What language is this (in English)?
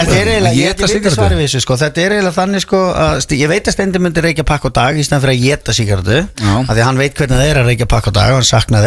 Icelandic